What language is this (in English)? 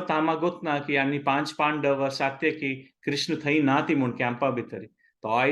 Konkani